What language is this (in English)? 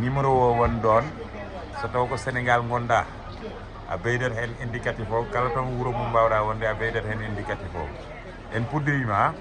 Fula